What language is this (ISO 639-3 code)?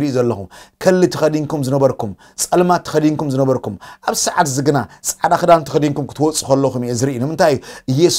tir